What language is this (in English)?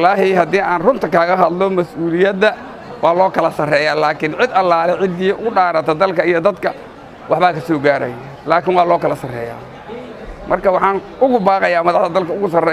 Somali